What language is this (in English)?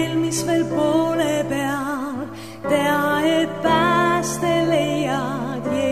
Estonian